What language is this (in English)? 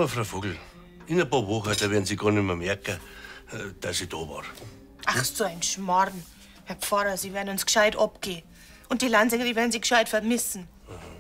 Bavarian